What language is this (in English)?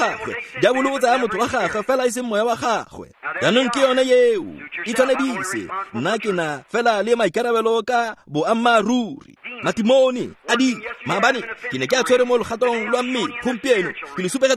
Tswana